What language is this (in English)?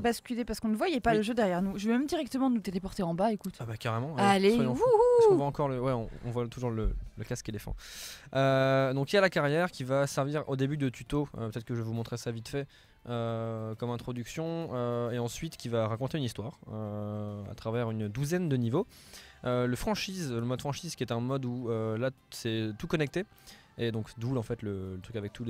French